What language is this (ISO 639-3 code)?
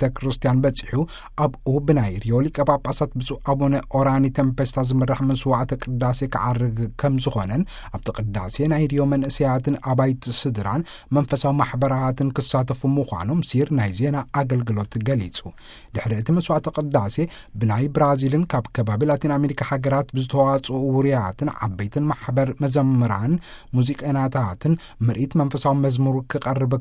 tir